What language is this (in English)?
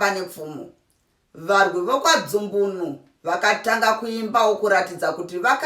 Shona